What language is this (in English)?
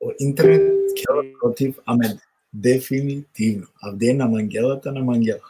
Balkan Romani